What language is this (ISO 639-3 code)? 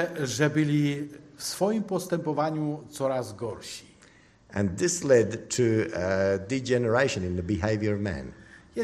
pol